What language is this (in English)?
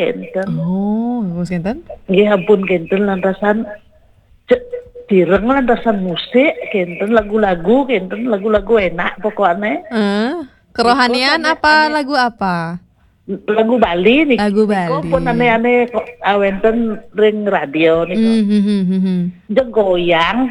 Balinese